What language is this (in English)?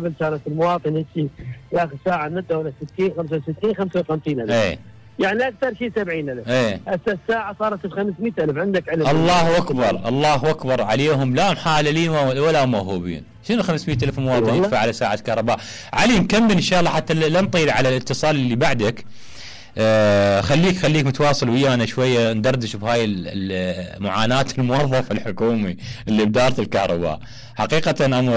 Mesopotamian Arabic